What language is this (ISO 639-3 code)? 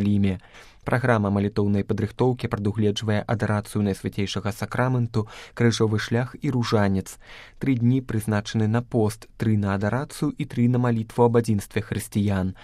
bel